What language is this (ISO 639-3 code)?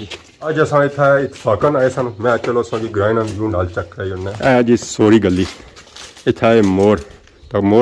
phr